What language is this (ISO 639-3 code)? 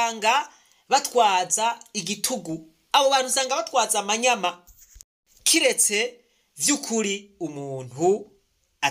run